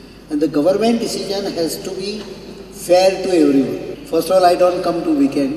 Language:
Konkani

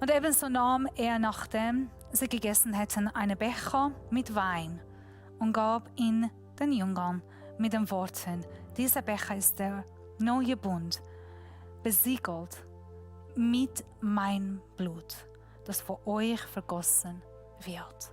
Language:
Swiss German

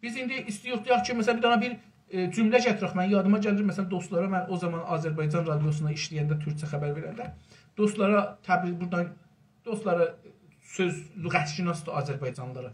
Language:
South Azerbaijani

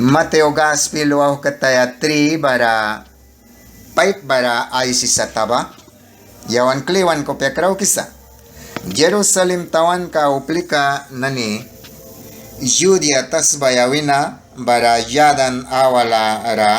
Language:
Mískito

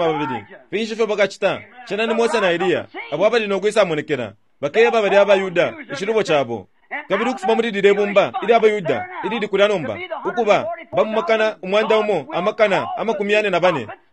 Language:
Bemba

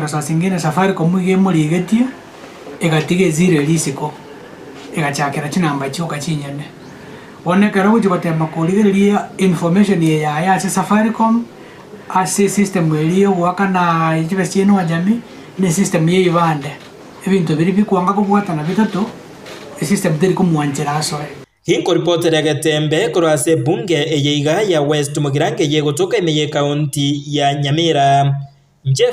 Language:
Gusii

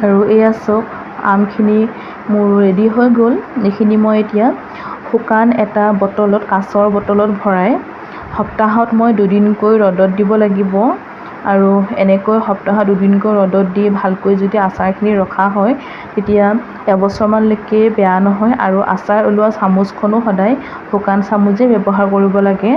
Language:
Assamese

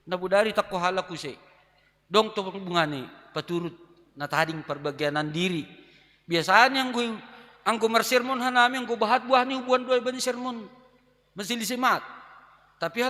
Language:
Batak Simalungun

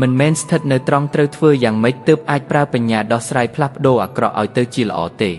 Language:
Khmer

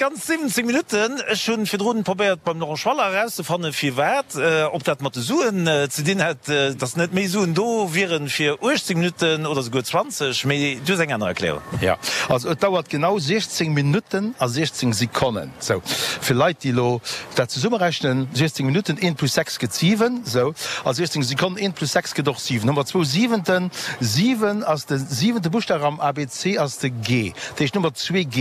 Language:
Luxembourgish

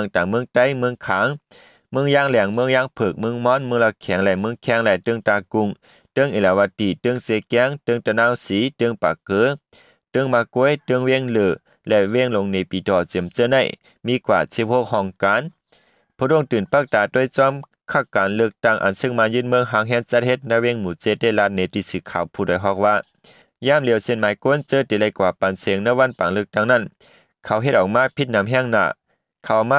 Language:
Shan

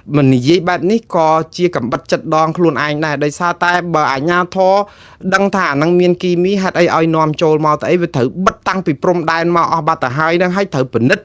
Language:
Khmer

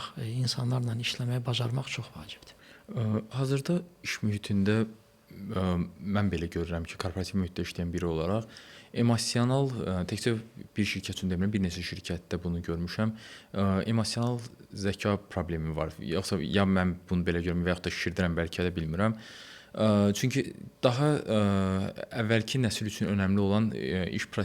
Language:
Azerbaijani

